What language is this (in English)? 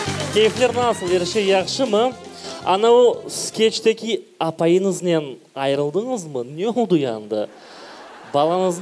Crimean Tatar